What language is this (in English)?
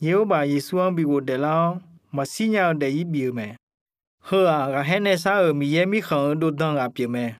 Akha